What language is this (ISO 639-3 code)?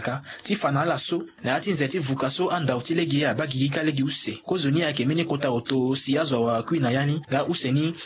sag